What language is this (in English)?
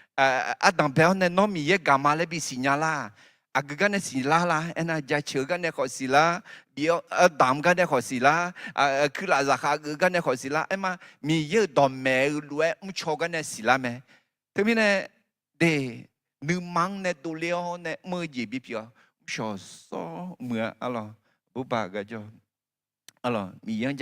Akha